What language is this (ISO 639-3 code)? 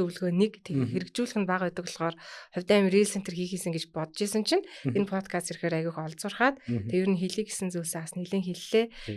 mon